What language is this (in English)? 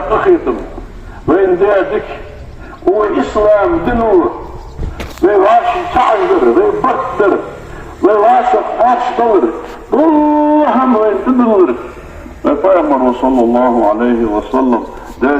Ingush